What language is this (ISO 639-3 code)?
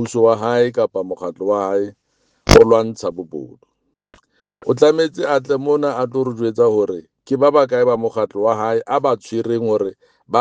sot